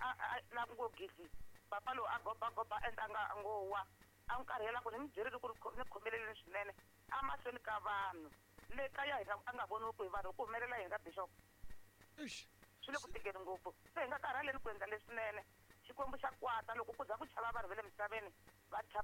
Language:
Tsonga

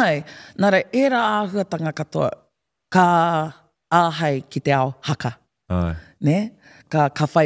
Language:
Māori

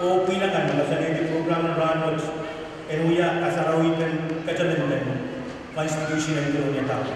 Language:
Pohnpeian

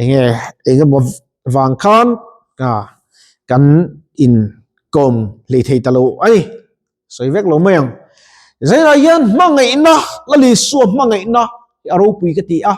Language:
Mizo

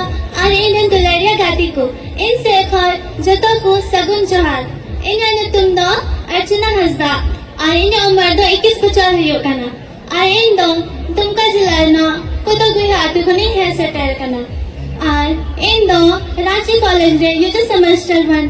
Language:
Santali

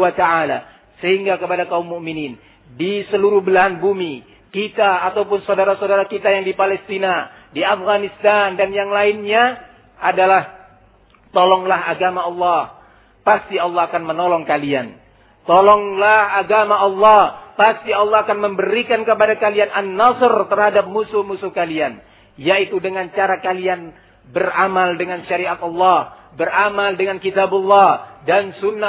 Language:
Indonesian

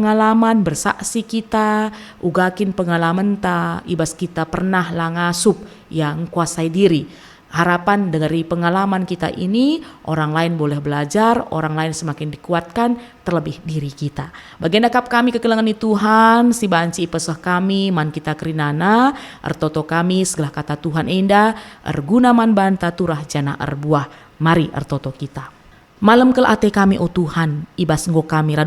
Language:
Batak Karo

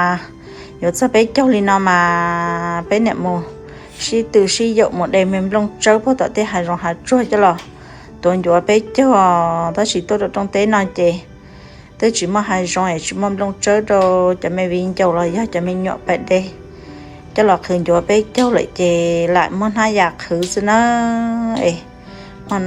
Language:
Hmong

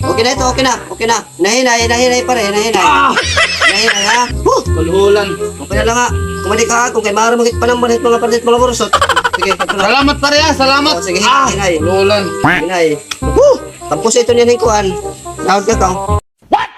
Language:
Waray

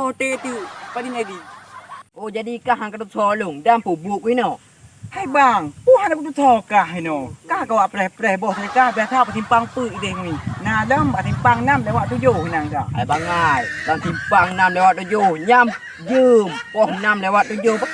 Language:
Achinese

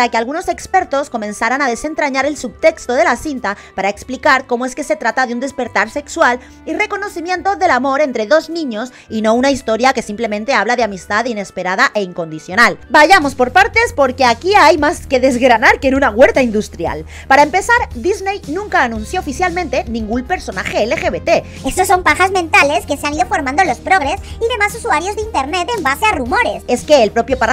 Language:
Spanish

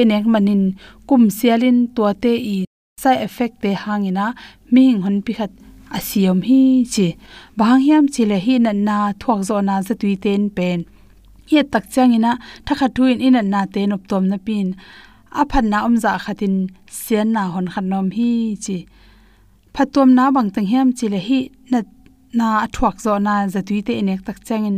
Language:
Tedim Chin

